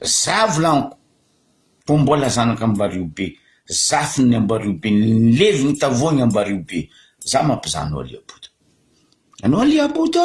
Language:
Malagasy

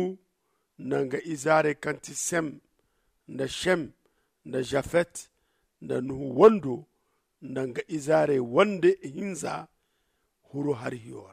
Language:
Zarma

